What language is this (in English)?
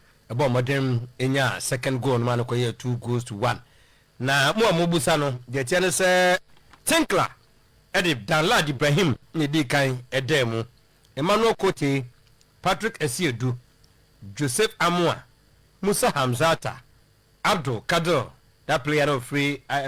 Akan